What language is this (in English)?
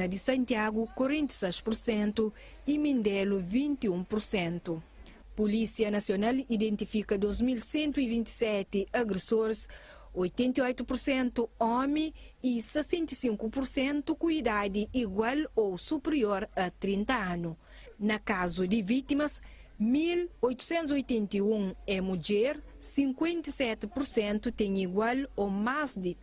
Kabuverdianu